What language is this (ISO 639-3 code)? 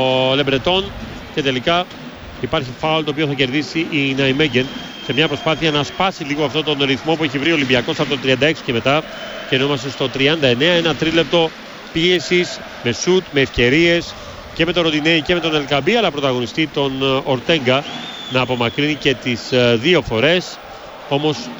ell